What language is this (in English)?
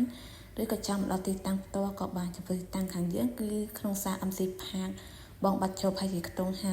Khmer